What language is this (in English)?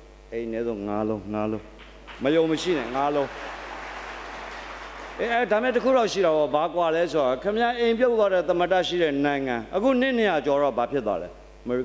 Burmese